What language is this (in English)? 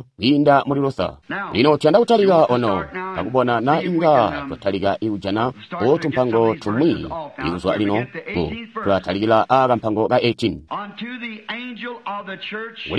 Tonga (Zambia)